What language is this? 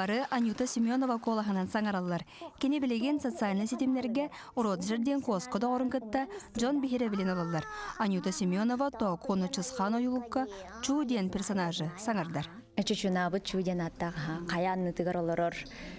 Yakut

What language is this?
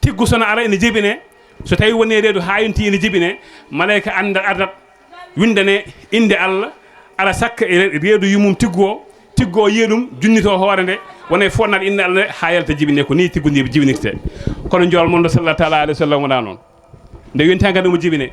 Fula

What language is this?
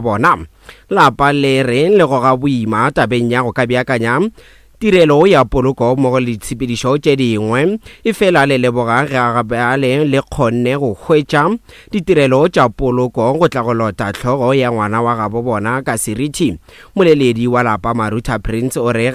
Northern Sotho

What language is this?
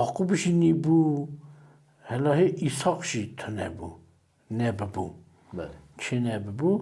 Kurdish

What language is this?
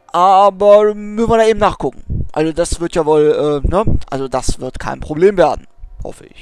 German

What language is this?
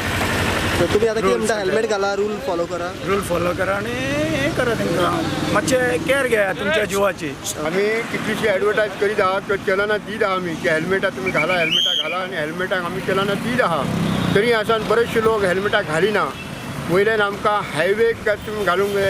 Konkani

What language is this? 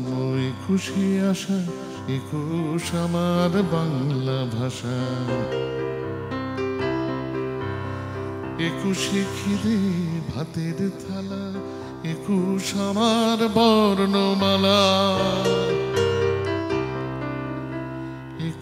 Bangla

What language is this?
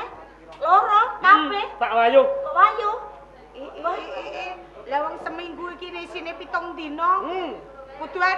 Javanese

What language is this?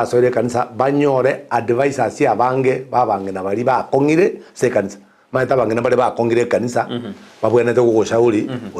Gusii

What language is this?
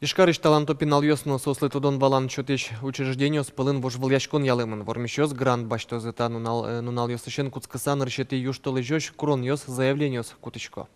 Udmurt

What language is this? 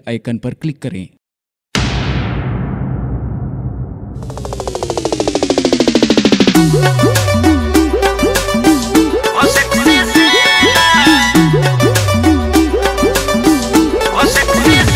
Bhojpuri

